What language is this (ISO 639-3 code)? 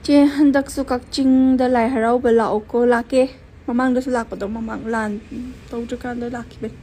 mni